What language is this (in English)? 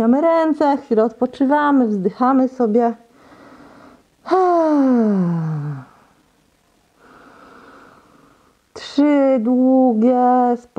Polish